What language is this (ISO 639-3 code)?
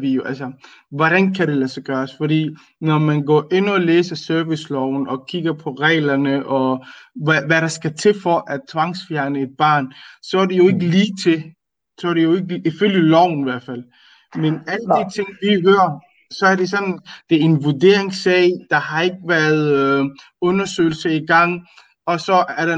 dan